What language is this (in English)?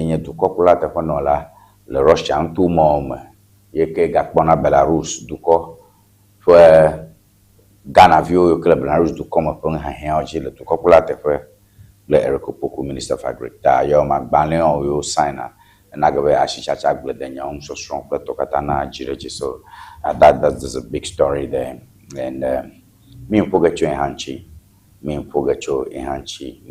Ewe